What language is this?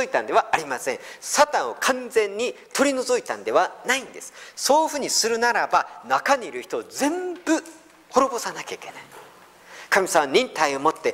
Japanese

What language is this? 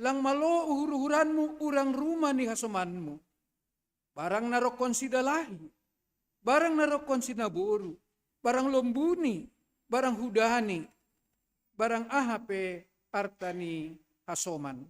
Batak Simalungun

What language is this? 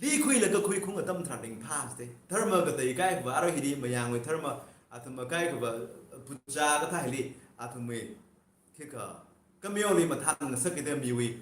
Tangkhul Naga (India)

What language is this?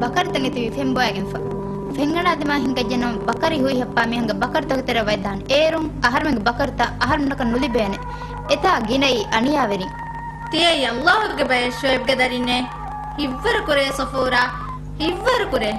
Divehi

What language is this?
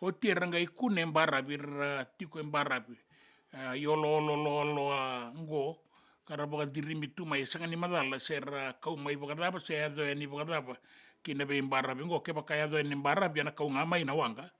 Fijian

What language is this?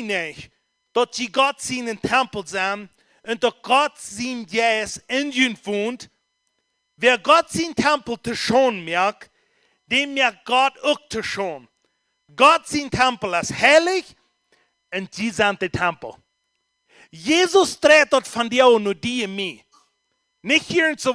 Plautdietsch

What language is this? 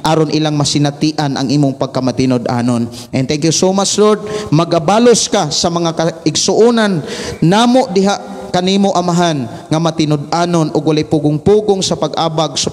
Cebuano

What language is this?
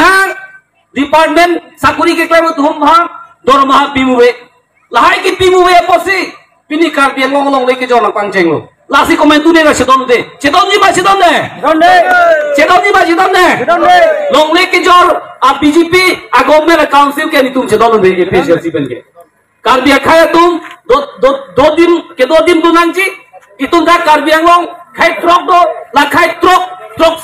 Karbi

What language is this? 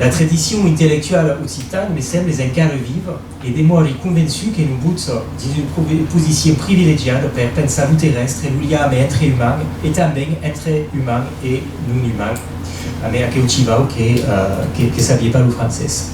Occitan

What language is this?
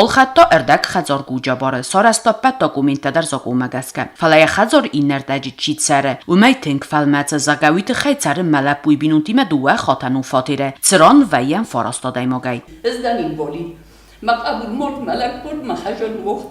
Ossetic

